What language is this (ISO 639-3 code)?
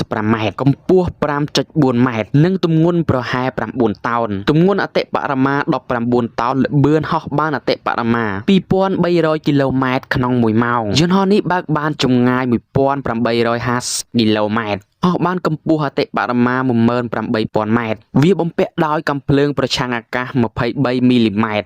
khm